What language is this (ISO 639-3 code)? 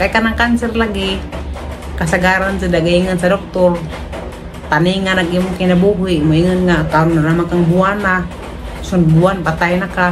ceb